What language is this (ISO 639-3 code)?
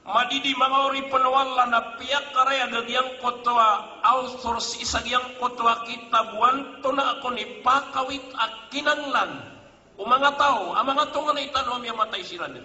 mrw